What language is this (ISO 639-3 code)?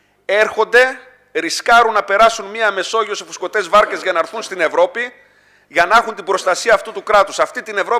ell